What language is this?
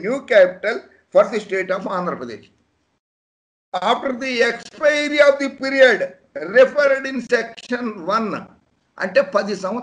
Telugu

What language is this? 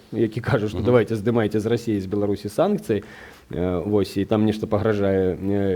Belarusian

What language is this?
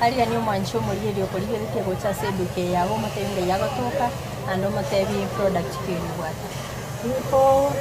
Gusii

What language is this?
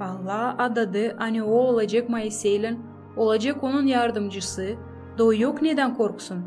Gagauz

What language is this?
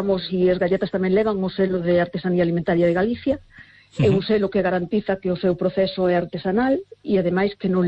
Galician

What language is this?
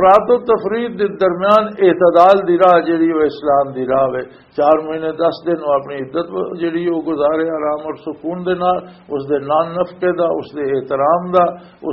Western Panjabi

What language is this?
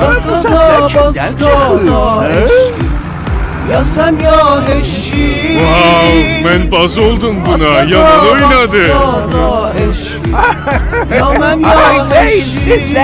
South Azerbaijani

